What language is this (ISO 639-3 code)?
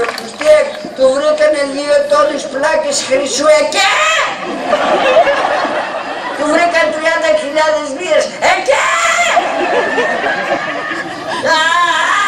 ell